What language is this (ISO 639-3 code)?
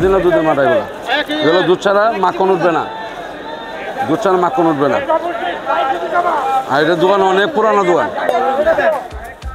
ben